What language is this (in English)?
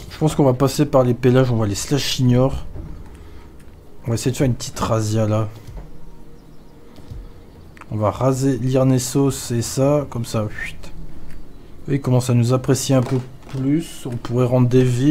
French